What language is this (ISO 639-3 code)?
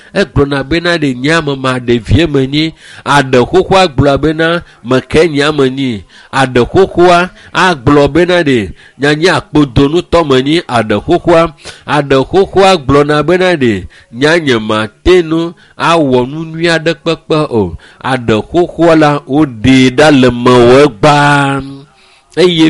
ewe